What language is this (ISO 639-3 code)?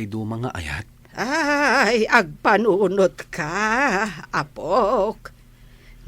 ilo